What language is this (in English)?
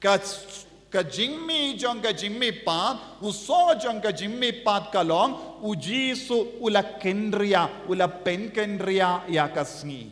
Khasi